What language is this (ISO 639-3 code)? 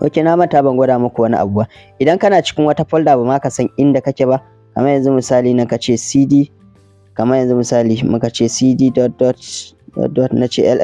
hau